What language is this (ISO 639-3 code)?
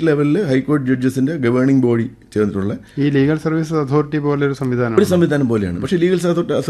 mal